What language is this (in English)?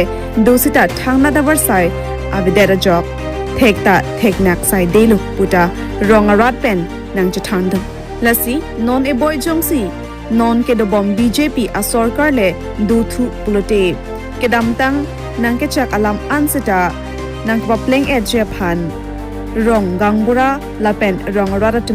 Karbi